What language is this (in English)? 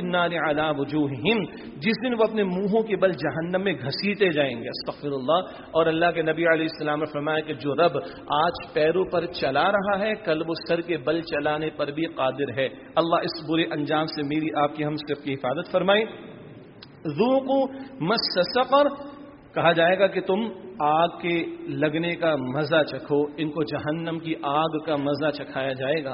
Urdu